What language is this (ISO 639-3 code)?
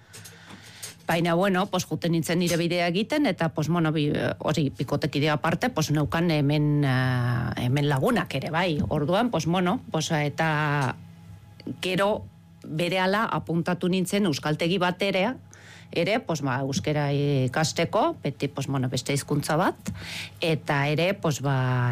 eus